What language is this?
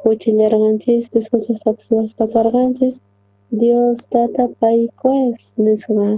South Bolivian Quechua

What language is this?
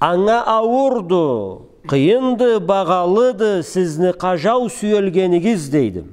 Karachay-Balkar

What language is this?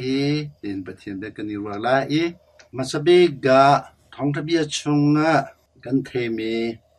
Hakha Chin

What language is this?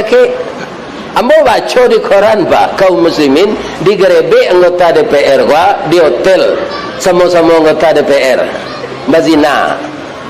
Minangkabau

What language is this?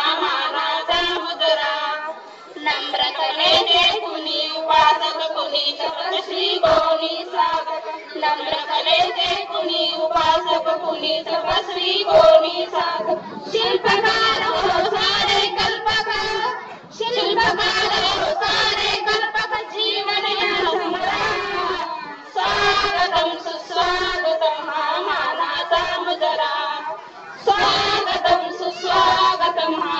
Marathi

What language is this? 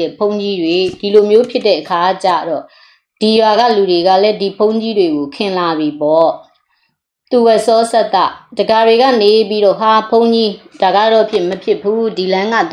Burmese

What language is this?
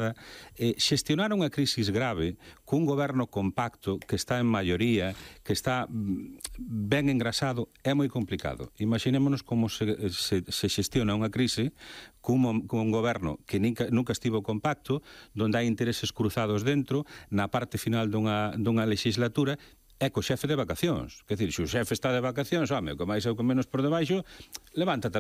Galician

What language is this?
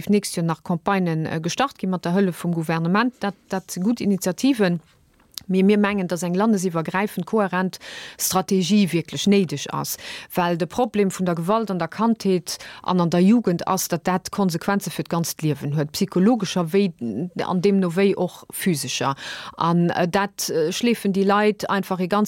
Luxembourgish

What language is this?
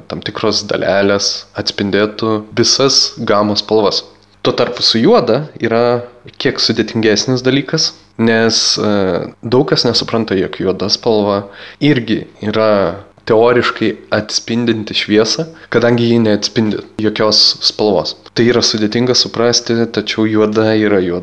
Lithuanian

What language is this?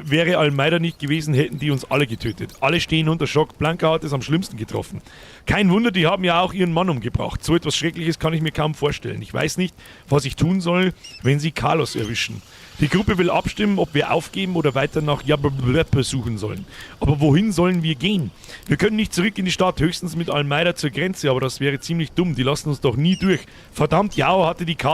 Bavarian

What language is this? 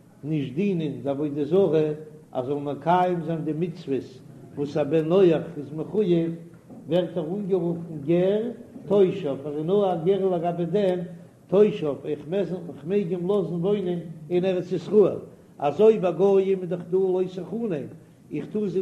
Yiddish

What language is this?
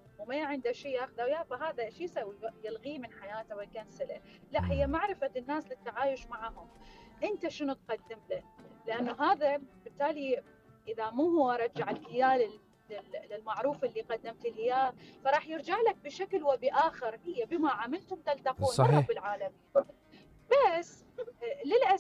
Mesopotamian Arabic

